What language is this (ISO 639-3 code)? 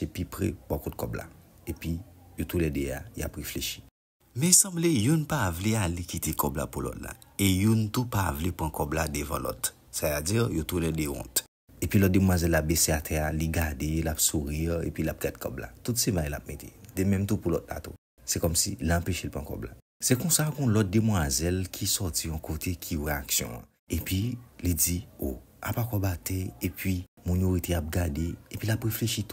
hat